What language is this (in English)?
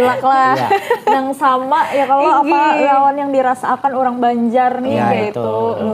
Banjar